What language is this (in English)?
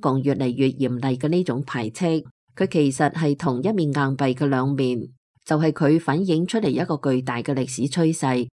Cantonese